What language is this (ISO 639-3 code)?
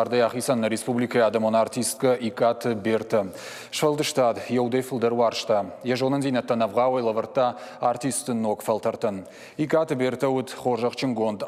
oss